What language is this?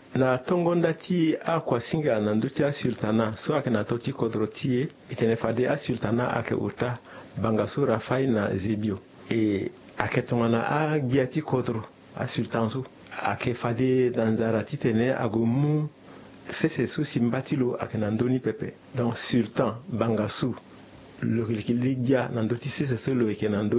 Sango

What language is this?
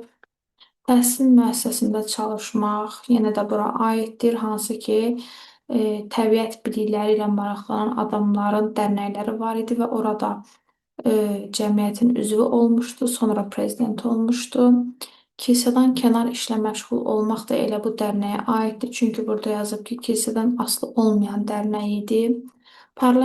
Azerbaijani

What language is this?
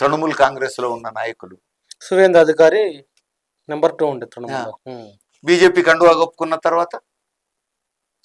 Telugu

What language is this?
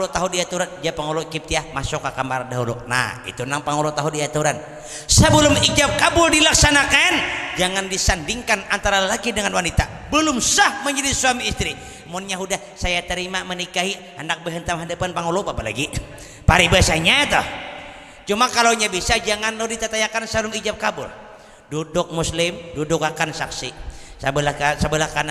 Banjar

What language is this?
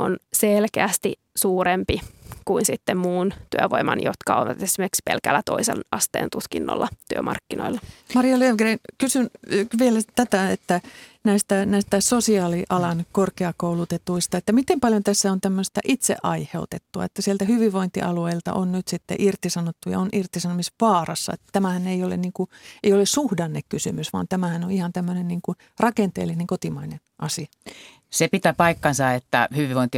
Finnish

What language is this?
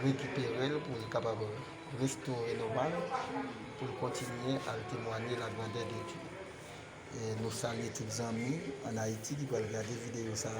Haitian Creole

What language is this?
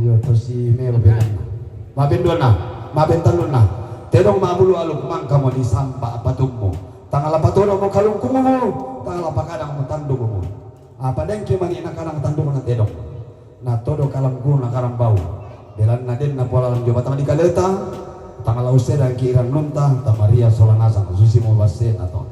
Toraja-Sa'dan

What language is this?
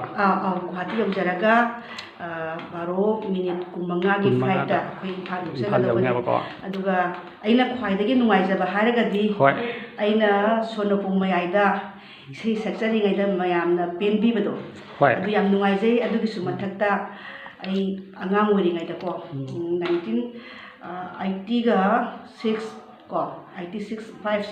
Manipuri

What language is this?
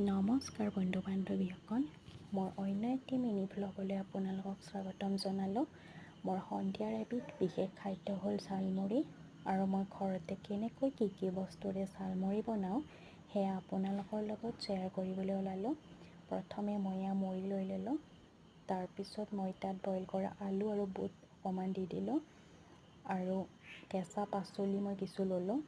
Assamese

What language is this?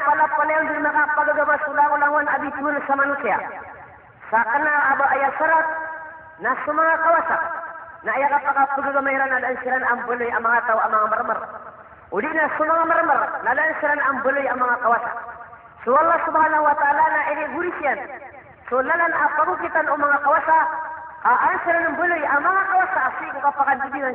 Maranao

